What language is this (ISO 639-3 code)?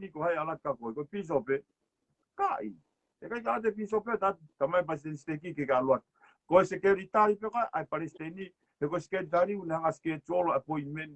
ton